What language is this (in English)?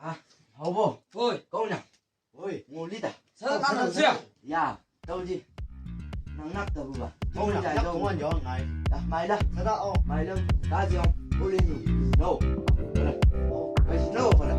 Chang Naga